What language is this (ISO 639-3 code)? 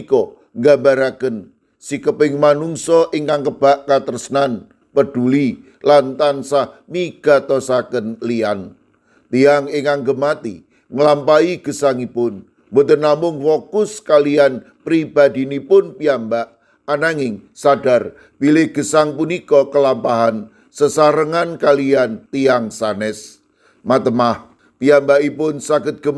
jav